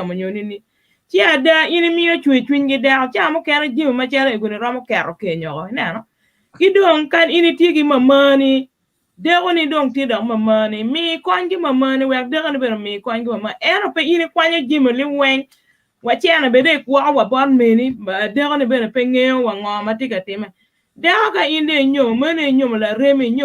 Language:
Acoli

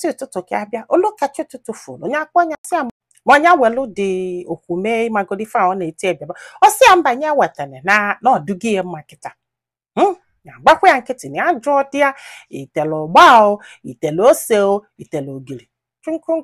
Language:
Igbo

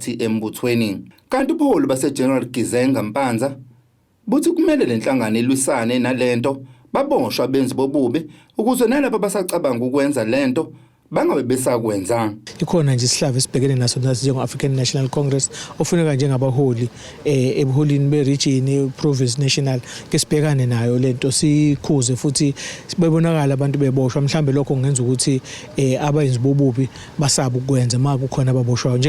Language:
Zulu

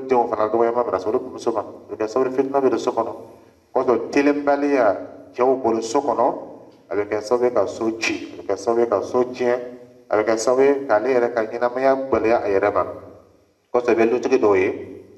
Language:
Dyula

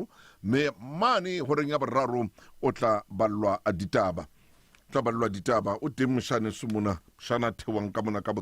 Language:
Southern Sotho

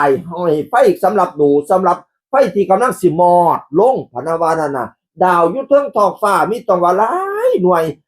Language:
Northeastern Thai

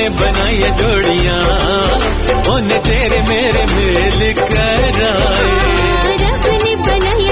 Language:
Punjabi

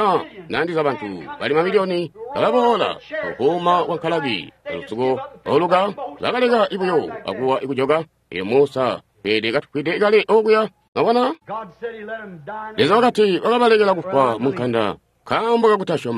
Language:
Tonga (Zambia)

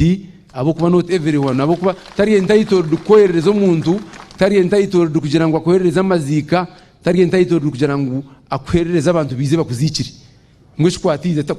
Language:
Nyankole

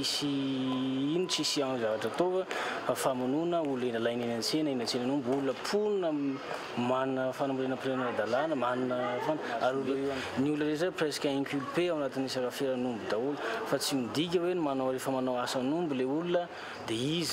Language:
Malagasy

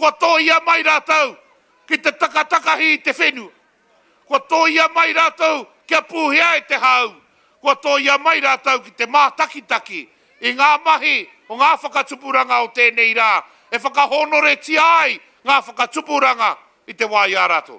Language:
Māori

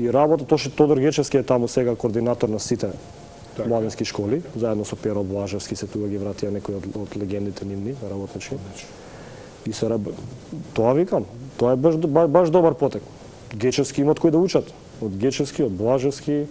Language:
Macedonian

